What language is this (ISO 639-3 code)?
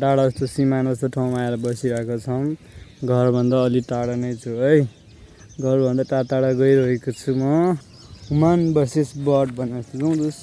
nep